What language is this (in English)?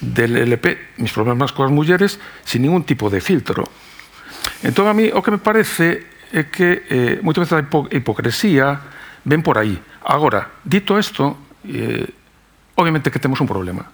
Galician